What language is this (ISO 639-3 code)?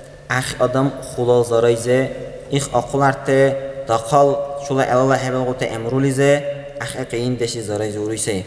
dar